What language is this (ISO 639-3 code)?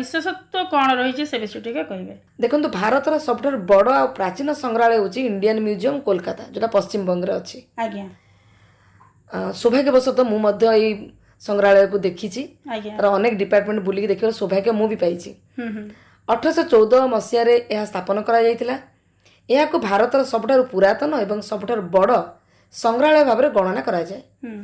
ori